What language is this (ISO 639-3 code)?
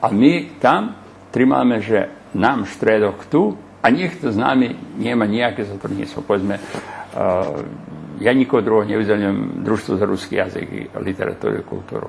rue